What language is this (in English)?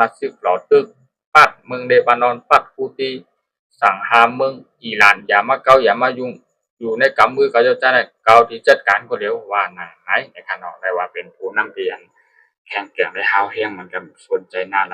Shan